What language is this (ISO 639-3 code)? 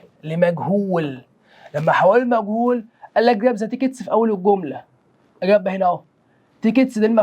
arz